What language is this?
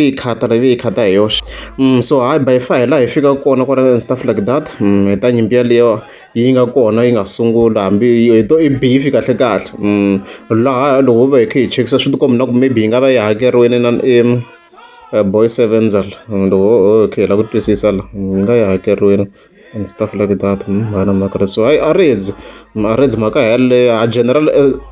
Tsonga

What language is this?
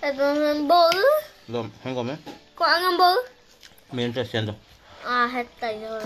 Guarani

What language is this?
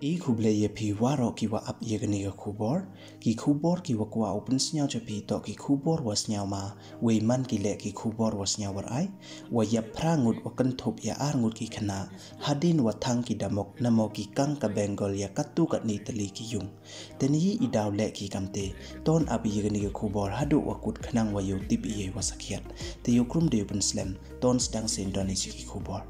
Pnar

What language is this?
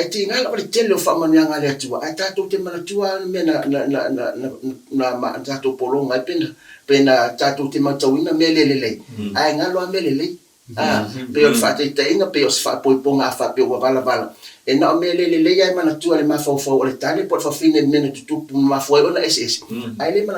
Samoan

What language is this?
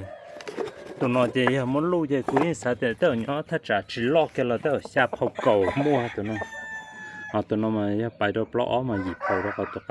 Hmong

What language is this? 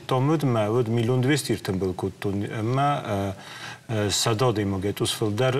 Ossetic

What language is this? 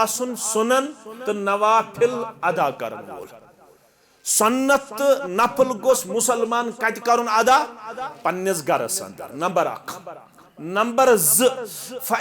Kashmiri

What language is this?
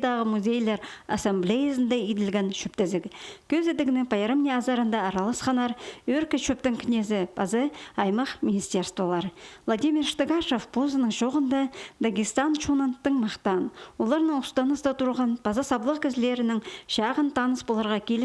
Khakas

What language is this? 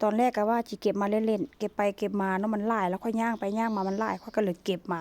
Lao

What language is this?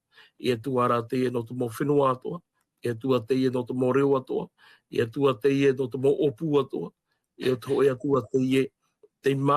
Tahitian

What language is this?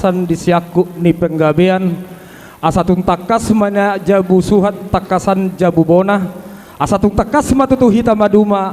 Batak Toba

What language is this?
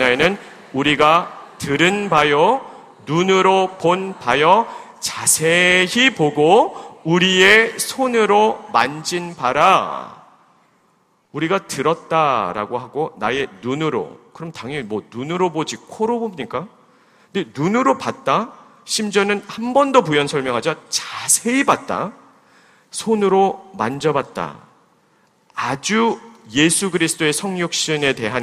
Korean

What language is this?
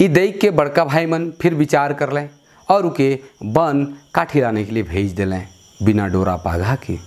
Sadri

